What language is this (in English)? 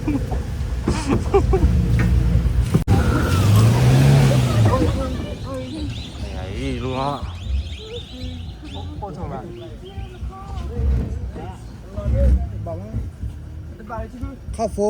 S'gaw Karen